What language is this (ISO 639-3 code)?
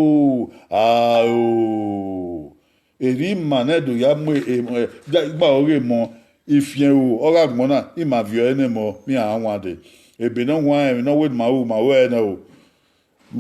bin